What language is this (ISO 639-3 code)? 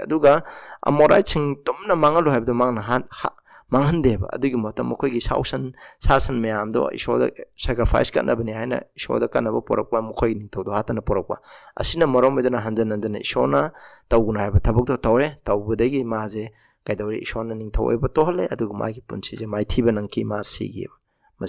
mni